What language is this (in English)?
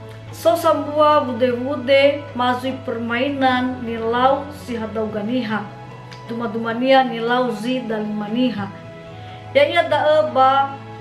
Nias